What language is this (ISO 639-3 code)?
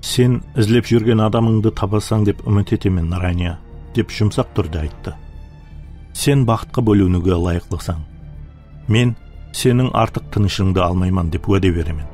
kaa